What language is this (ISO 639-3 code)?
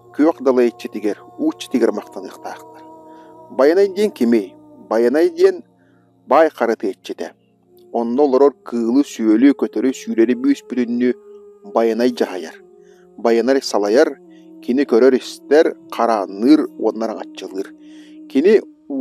sah